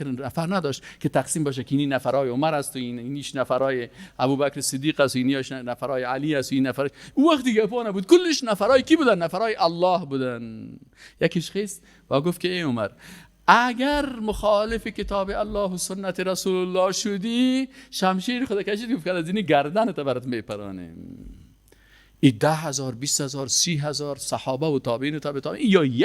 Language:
Persian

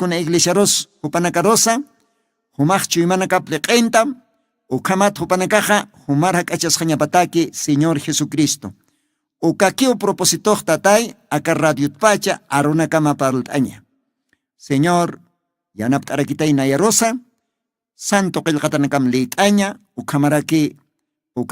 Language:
Aymara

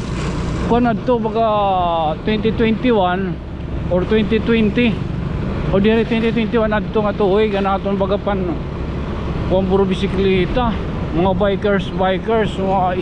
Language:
Waray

